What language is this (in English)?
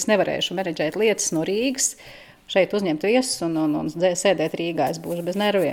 Latvian